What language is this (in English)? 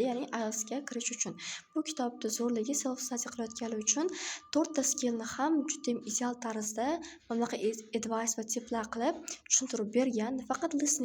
Uzbek